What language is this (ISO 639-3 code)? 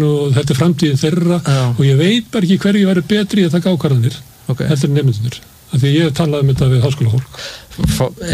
isl